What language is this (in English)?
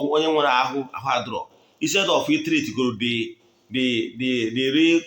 Igbo